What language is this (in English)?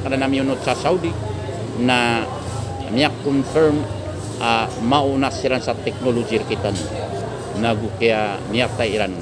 Maranao